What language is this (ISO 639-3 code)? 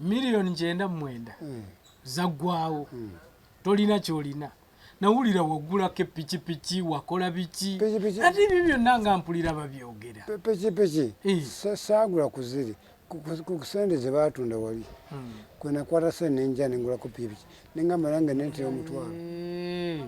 lug